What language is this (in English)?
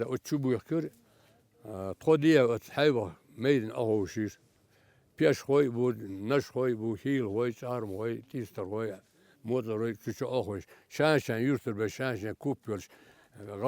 Chechen